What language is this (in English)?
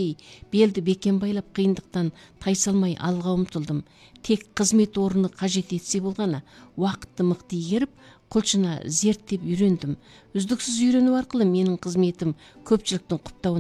Kazakh